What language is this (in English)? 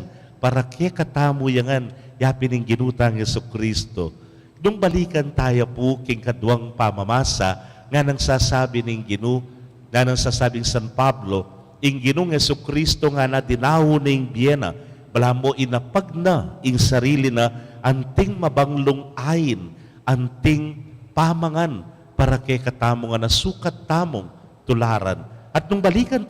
Pampanga